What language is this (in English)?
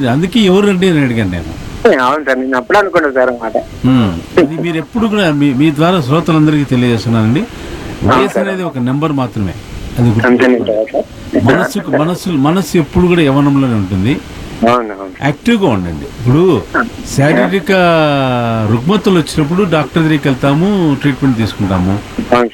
Telugu